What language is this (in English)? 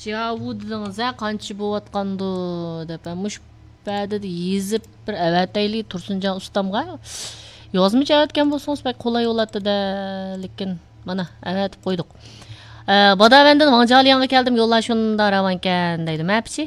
Uyghur